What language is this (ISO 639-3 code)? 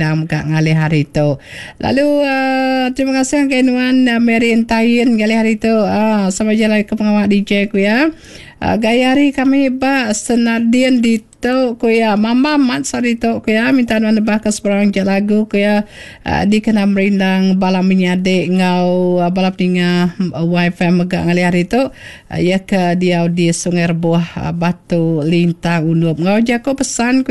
iba